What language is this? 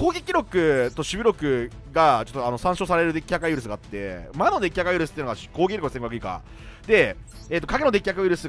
Japanese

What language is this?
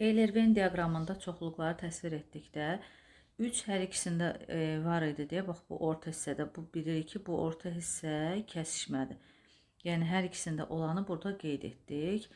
Azerbaijani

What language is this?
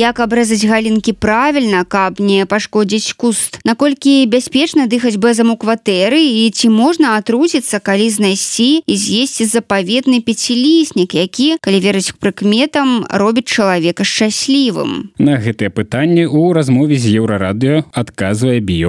Belarusian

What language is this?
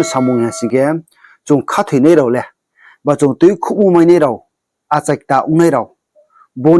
Riang (India)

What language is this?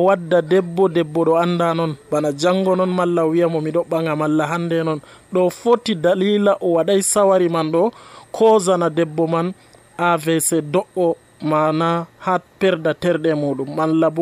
Nigerian Fulfulde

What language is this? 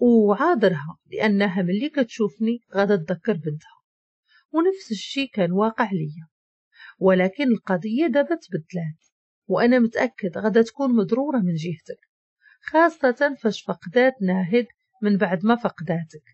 Moroccan Arabic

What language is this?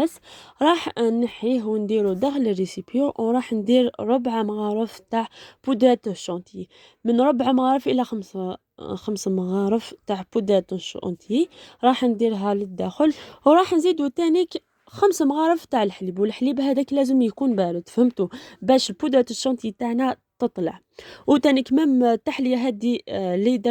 Algerian Arabic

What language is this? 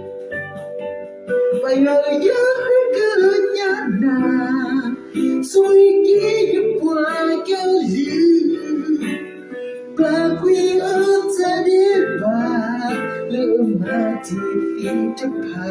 S'gaw Karen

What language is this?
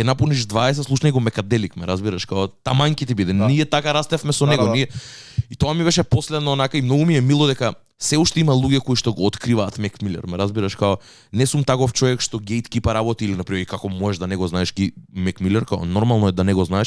Macedonian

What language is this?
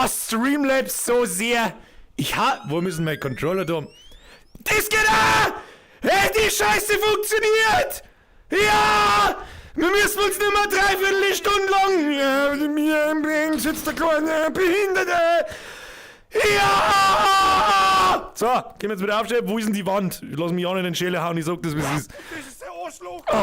Bavarian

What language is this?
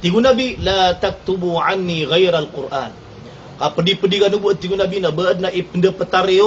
Maranao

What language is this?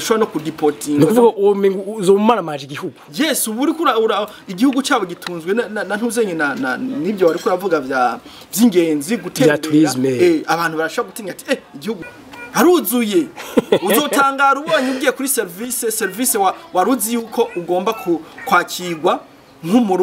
Rundi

